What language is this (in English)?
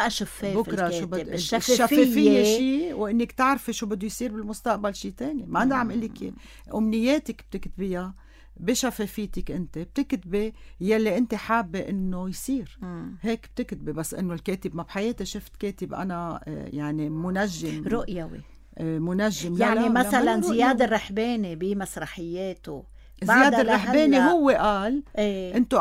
North Levantine Arabic